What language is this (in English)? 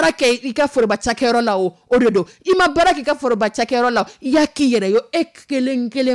Dyula